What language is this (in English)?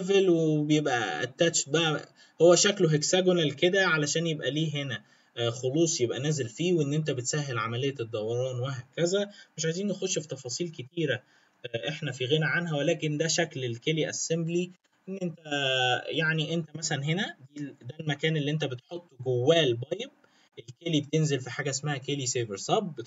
Egyptian Arabic